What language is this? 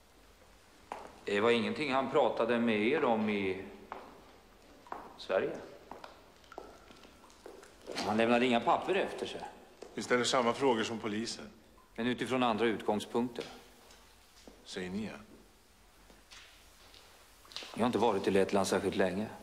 Swedish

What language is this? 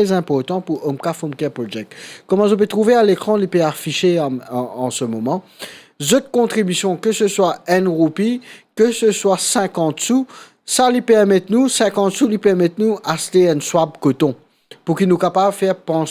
Morisyen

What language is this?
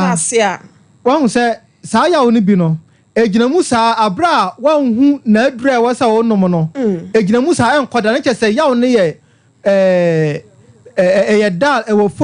Akan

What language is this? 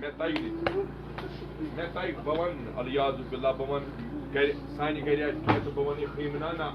Kashmiri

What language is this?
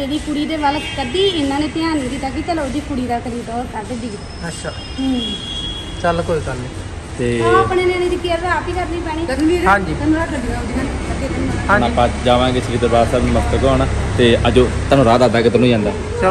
Punjabi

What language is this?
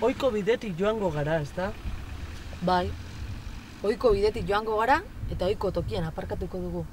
Basque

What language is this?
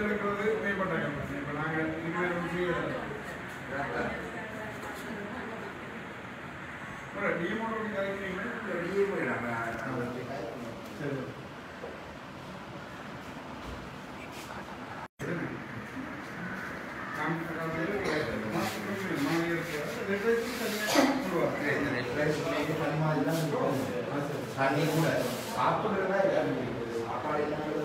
Tamil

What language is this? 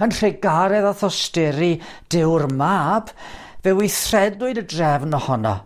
Welsh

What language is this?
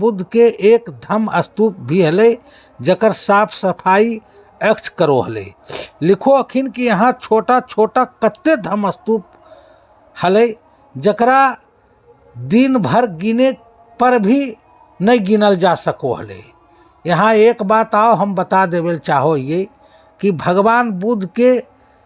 Magahi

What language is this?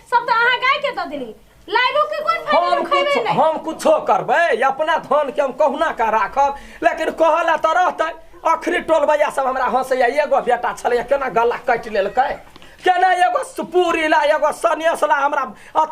Maithili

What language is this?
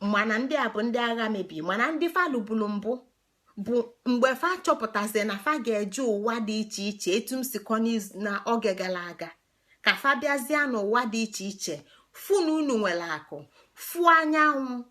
Igbo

